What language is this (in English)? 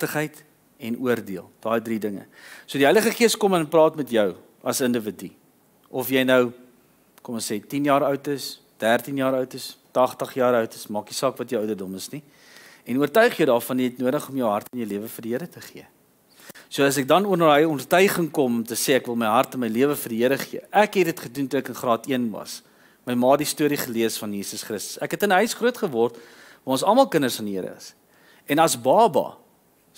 Afrikaans